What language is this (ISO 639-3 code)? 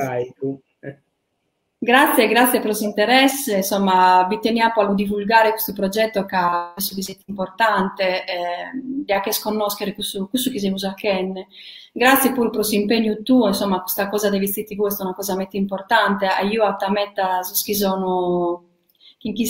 srd